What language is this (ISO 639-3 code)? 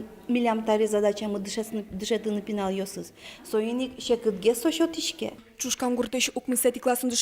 udm